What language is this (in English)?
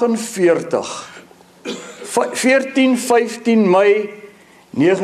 Afrikaans